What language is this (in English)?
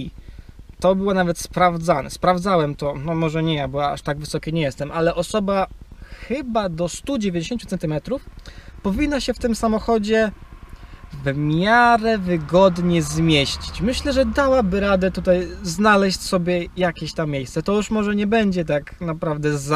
Polish